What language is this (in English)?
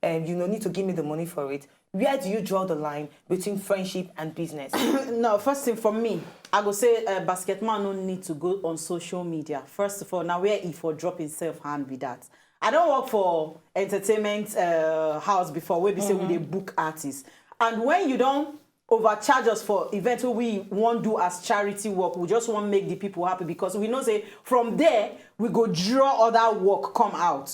Nigerian Pidgin